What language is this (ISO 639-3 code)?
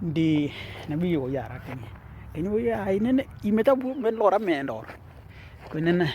dnw